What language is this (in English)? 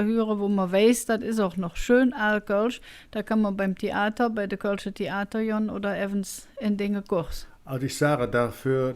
Colognian